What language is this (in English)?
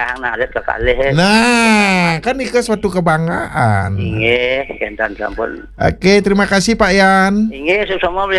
Balinese